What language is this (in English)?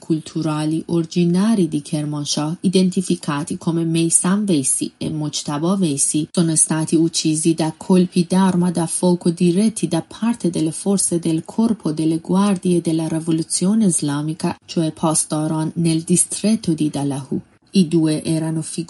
Italian